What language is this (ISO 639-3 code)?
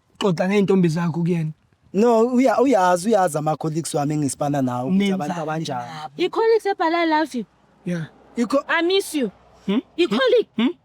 zul